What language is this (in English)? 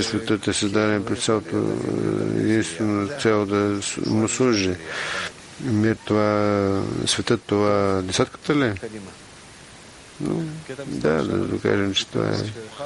Bulgarian